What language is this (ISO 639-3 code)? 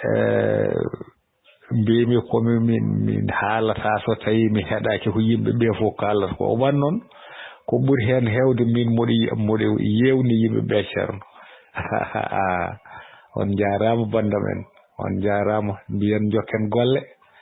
ful